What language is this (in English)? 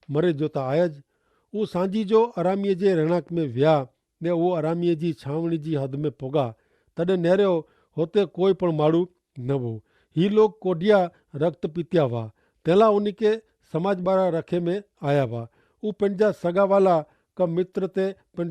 Kachhi